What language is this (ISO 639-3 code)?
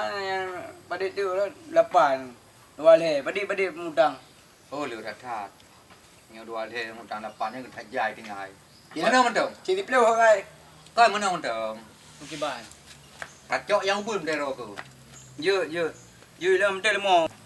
ace